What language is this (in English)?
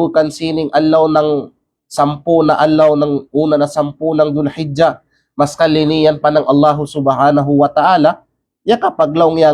Kalagan